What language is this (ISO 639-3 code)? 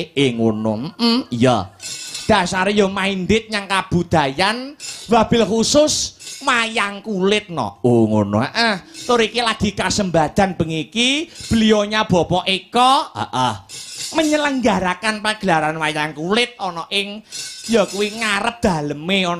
jav